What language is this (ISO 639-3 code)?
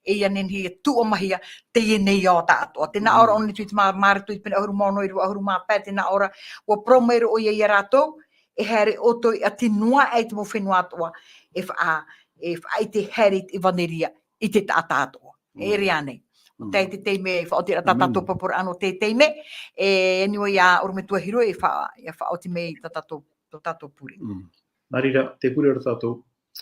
tah